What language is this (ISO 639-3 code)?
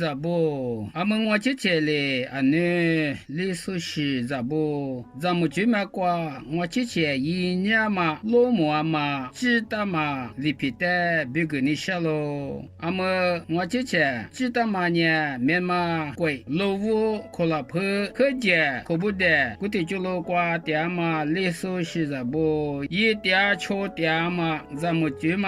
lis